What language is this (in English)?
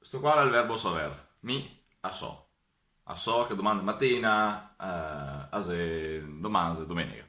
Venetian